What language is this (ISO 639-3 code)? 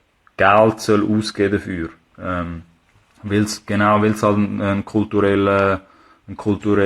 gsw